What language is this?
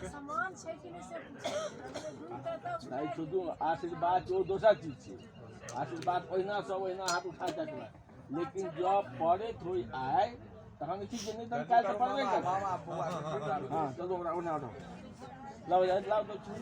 Maithili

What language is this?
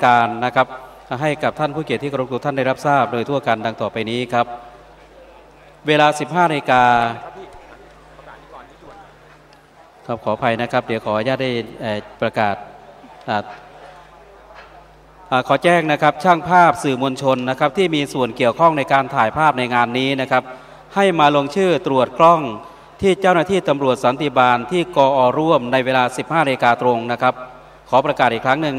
Thai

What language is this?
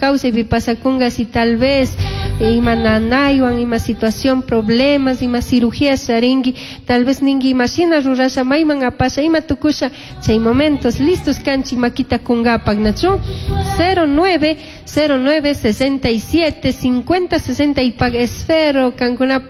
Chimborazo Highland Quichua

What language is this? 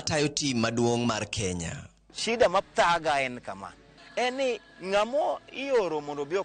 Luo (Kenya and Tanzania)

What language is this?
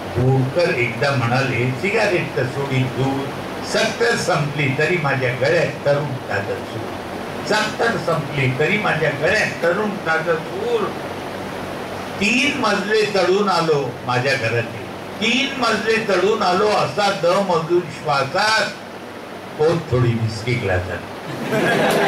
Marathi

